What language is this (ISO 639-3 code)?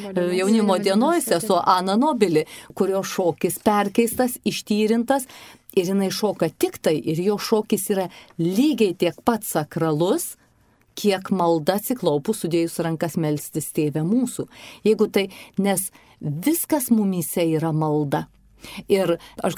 lit